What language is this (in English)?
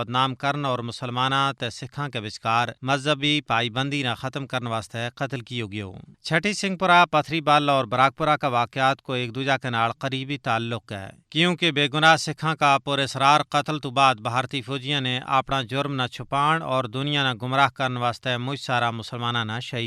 Gujari